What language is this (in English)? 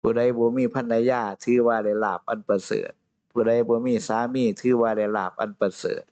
Northeastern Thai